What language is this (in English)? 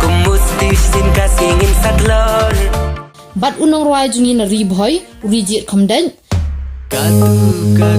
Khasi